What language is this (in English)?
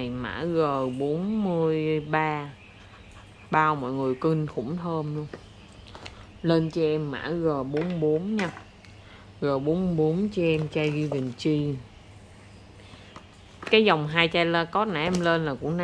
Vietnamese